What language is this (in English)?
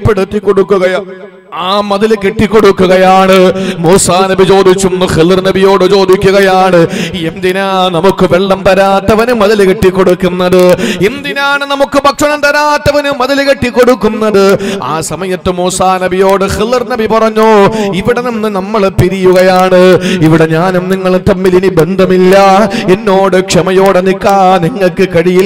Malayalam